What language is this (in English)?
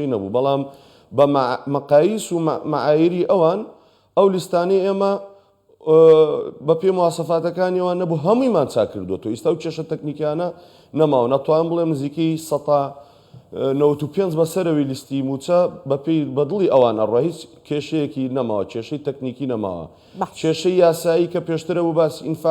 Central Kurdish